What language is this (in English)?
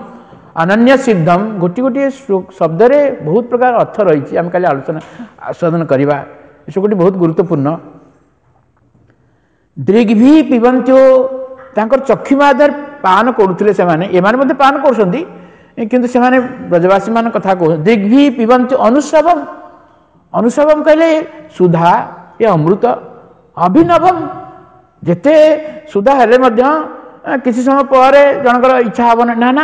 Odia